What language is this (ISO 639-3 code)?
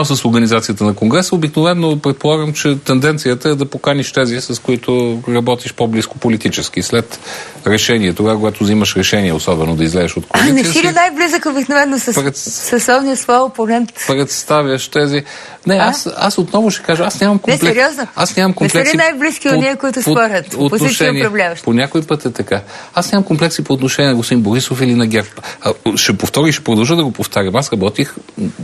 bul